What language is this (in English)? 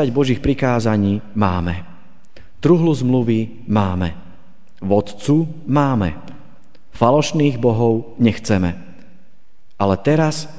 Slovak